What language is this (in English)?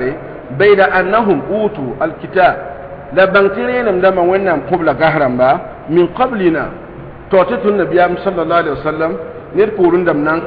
Mossi